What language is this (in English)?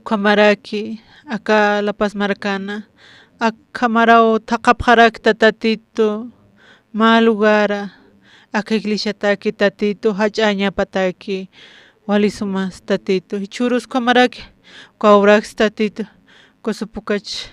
Aymara